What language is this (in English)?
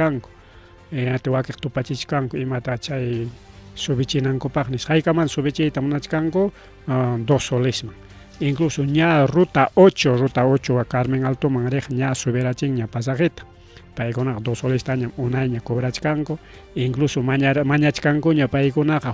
Ayacucho Quechua